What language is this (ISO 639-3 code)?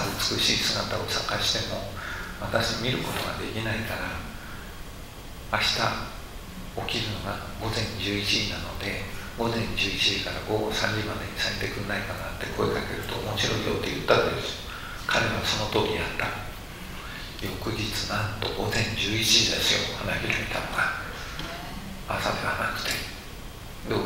jpn